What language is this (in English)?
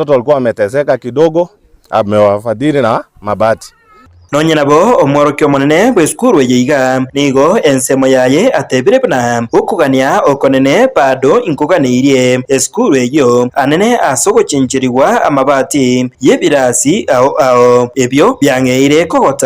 Gusii